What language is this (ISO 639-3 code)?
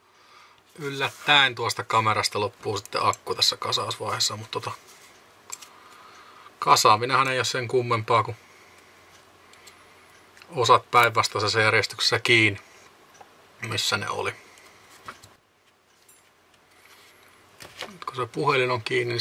fin